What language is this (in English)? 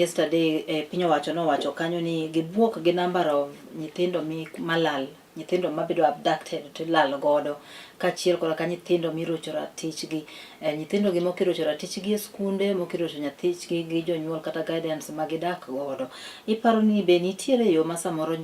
Luo (Kenya and Tanzania)